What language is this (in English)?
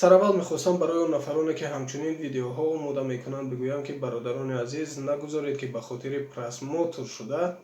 Tajik